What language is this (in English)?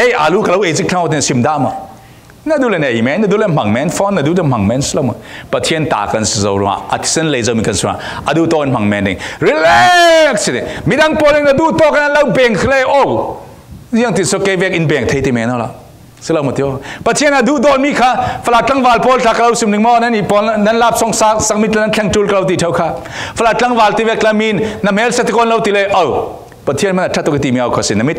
Falam Chin